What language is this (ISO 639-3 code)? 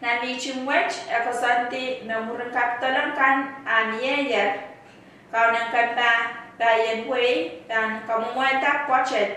pon